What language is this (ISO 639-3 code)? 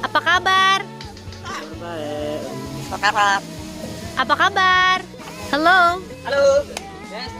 sas